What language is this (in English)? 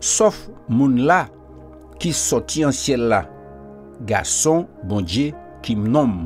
Guadeloupean Creole French